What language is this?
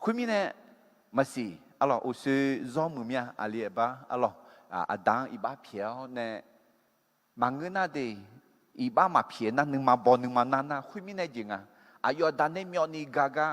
Akha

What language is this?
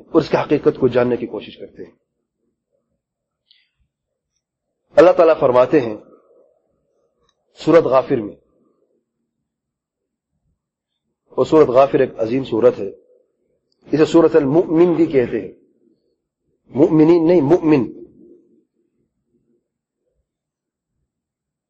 Urdu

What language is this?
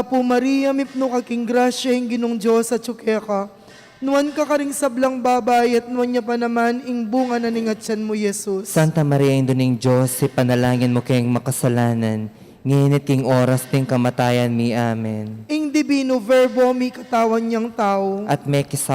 Pampanga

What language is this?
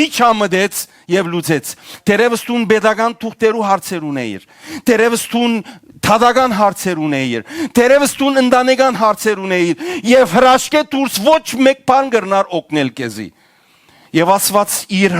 Western Armenian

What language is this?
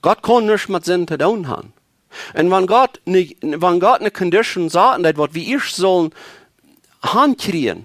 Plautdietsch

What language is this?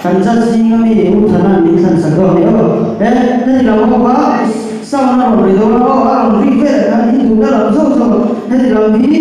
Mizo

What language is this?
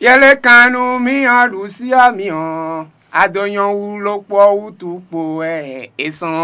Fon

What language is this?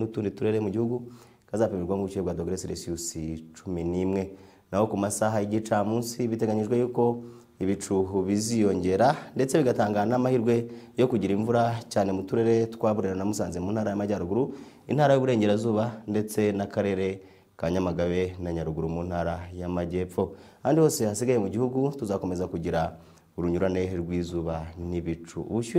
Kinyarwanda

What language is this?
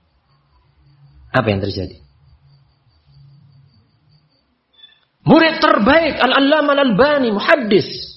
Indonesian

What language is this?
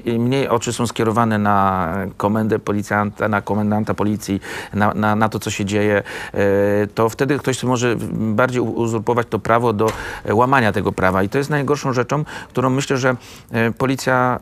Polish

